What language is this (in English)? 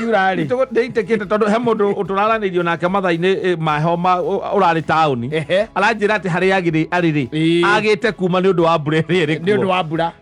Kikuyu